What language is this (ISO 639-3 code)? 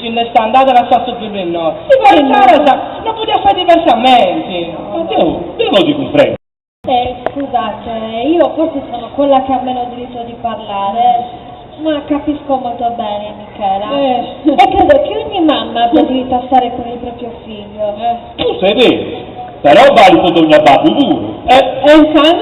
srd